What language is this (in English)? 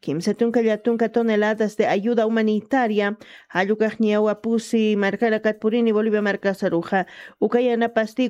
Aymara